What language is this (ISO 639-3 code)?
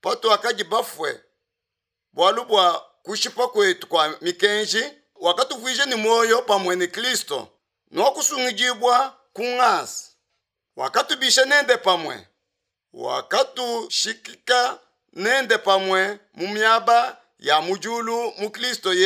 lua